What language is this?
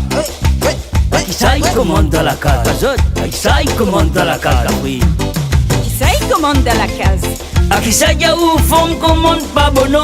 Réunion Creole French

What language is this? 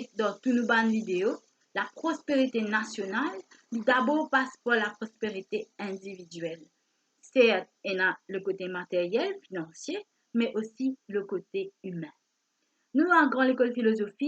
Morisyen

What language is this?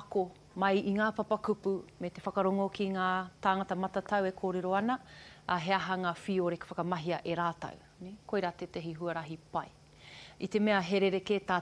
Māori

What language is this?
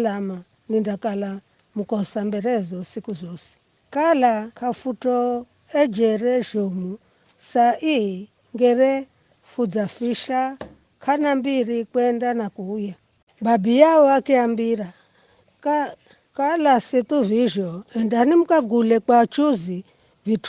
Giryama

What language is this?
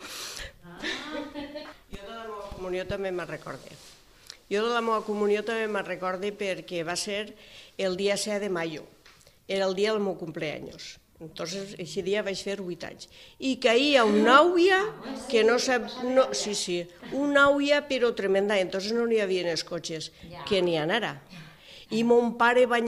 Catalan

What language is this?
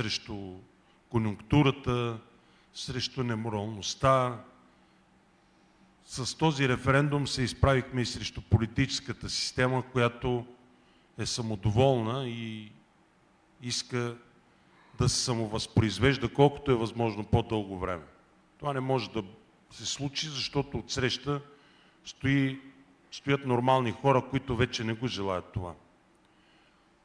Bulgarian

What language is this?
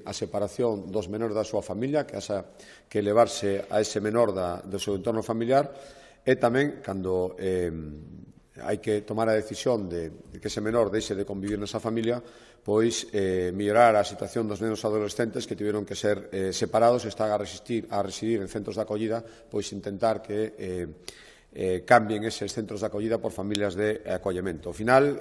Galician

